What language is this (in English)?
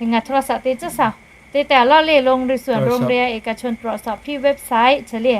Lahu